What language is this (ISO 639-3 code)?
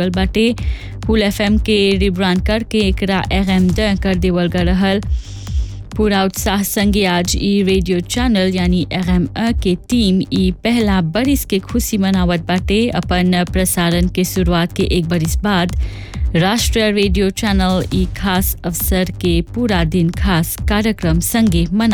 bho